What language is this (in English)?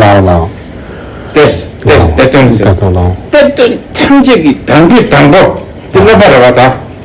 Tibetan